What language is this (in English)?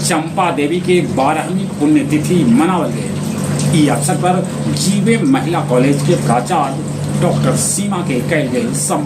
Magahi